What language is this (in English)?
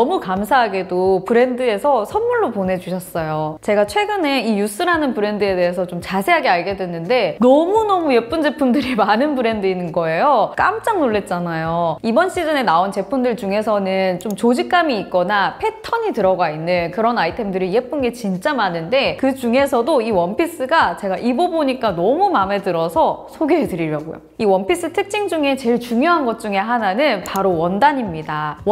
Korean